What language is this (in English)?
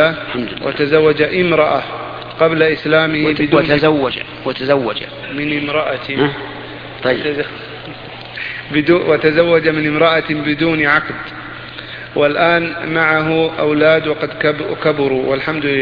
Arabic